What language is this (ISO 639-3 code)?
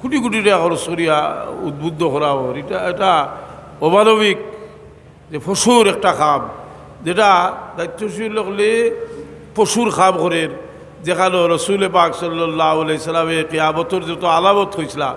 syl